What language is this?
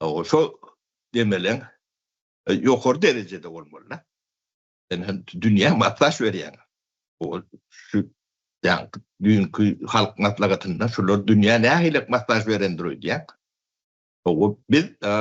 Turkmen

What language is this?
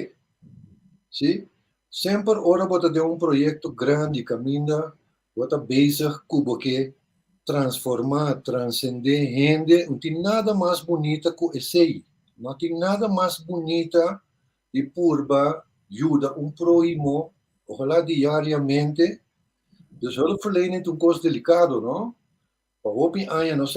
Papiamento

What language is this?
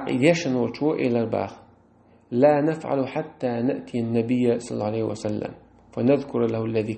Chechen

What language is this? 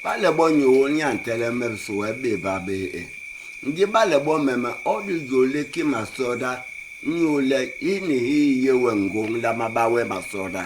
Basaa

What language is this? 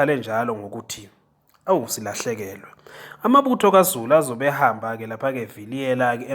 Zulu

